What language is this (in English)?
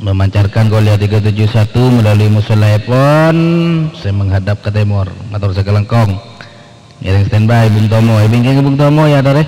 Madurese